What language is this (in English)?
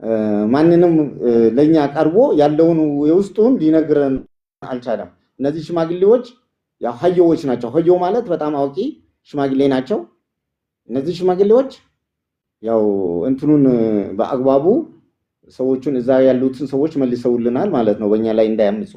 Amharic